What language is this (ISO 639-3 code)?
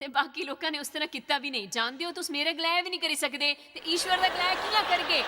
doi